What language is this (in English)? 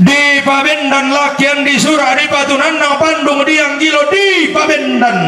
Toraja-Sa'dan